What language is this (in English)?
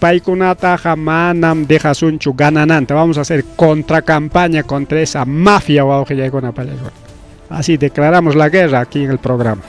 Ayacucho Quechua